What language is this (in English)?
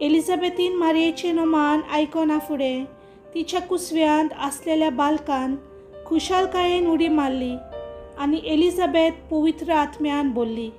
Konkani